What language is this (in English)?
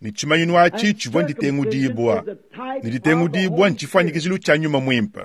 Luba-Lulua